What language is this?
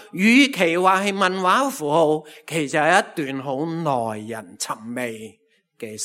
Cantonese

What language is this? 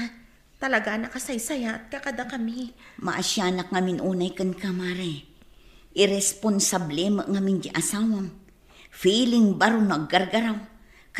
Iloko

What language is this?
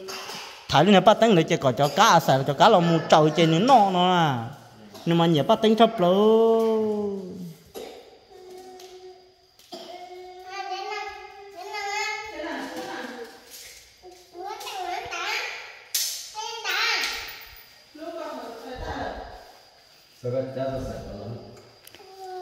Vietnamese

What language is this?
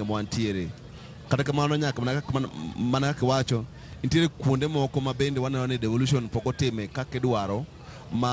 Luo (Kenya and Tanzania)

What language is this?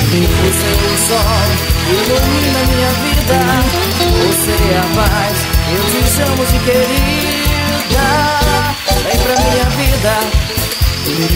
Portuguese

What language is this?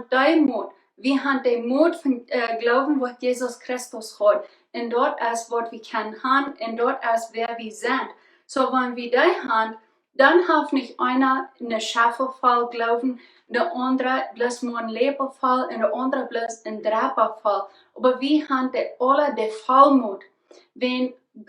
Plautdietsch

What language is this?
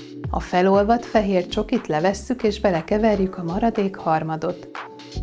Hungarian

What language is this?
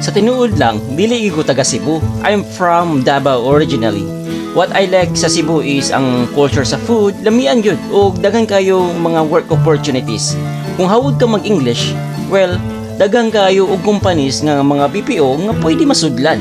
Cebuano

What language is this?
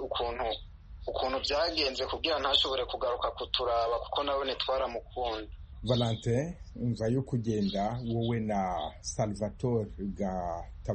Kinyarwanda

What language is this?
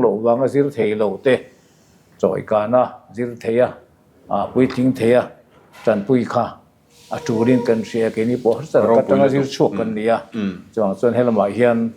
Mizo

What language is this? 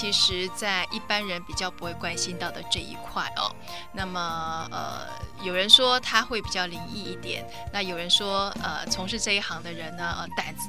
Chinese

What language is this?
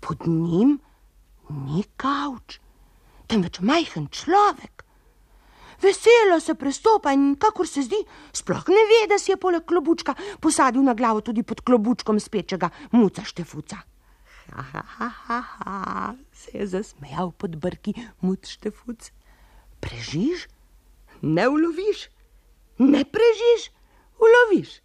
Slovenian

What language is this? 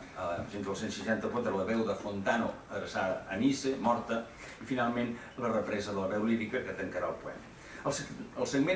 Catalan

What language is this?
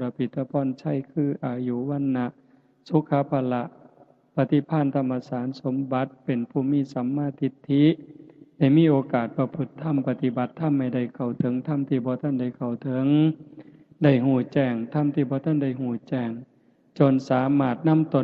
Northeastern Thai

